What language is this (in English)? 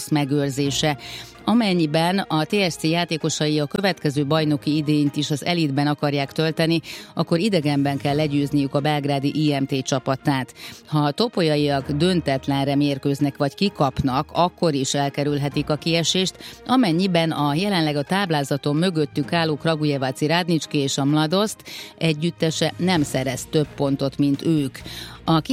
Hungarian